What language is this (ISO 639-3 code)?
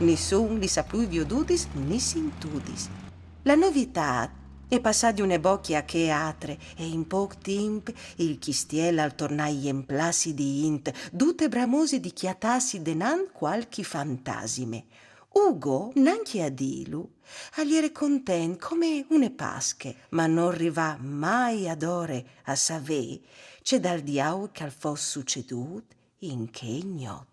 fur